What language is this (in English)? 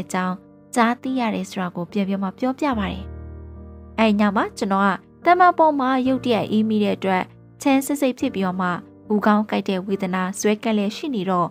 Burmese